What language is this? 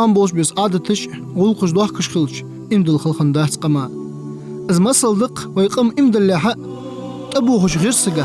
Ingush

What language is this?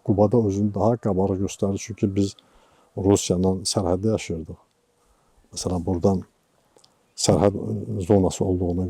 Azerbaijani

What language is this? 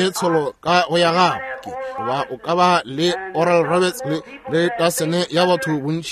Northern Sotho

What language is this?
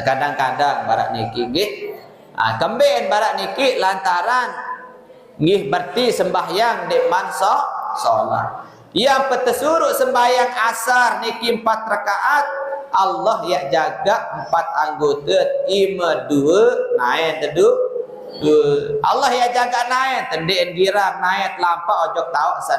Sasak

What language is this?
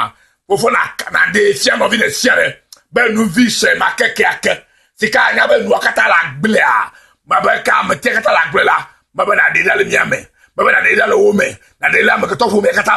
Ewe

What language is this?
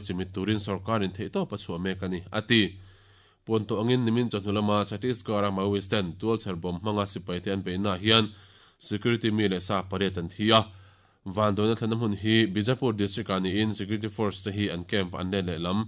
Mizo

